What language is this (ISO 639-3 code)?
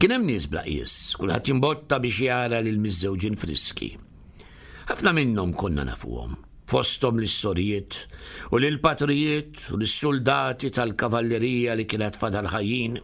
mlt